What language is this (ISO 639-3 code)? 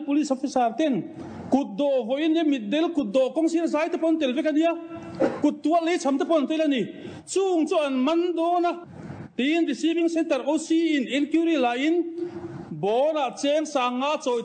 lus